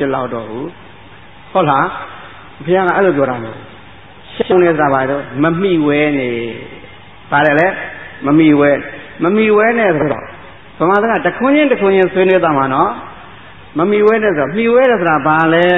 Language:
Burmese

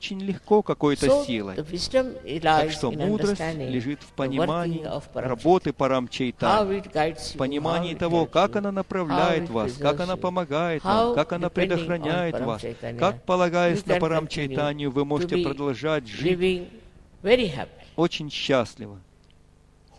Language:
Russian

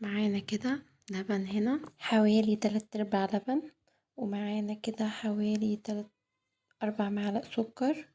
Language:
Egyptian Arabic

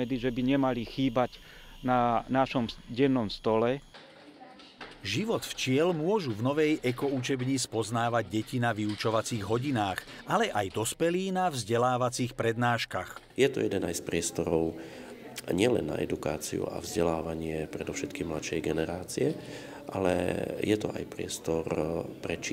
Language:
Slovak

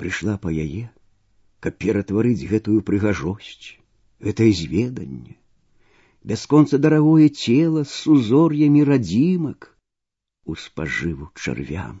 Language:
Belarusian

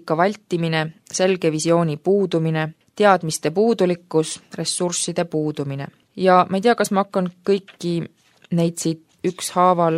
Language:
Estonian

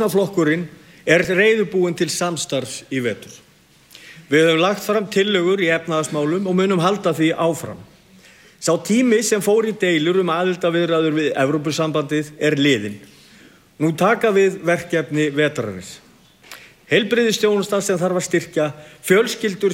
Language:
Icelandic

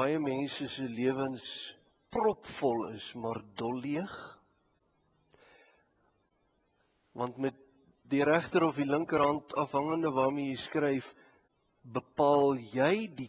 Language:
Afrikaans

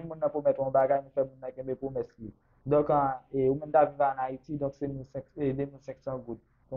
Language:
Haitian Creole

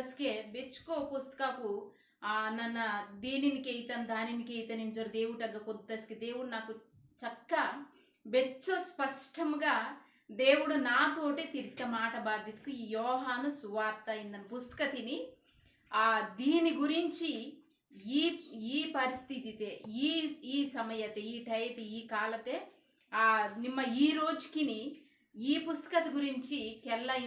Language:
Koya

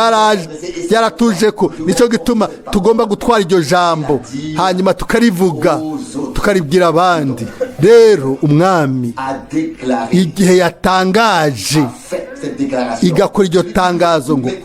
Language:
Rundi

